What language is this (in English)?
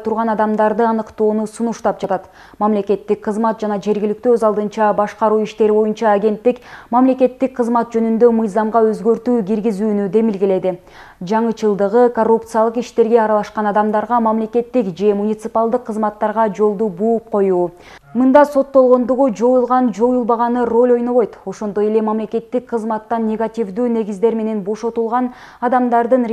Kyrgyz